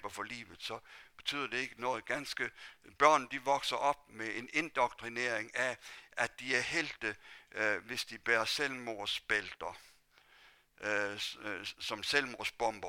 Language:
Danish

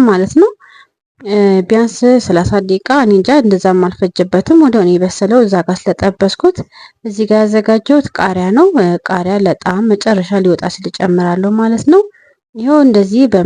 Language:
Amharic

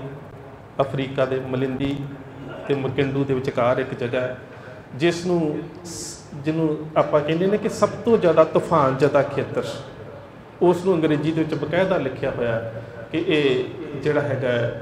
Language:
Punjabi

